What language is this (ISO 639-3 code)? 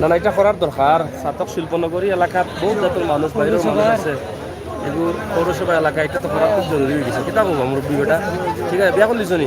syl